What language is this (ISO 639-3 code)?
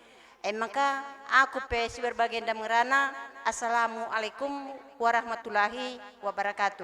btx